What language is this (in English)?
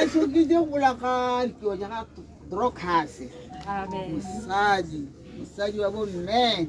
Tswana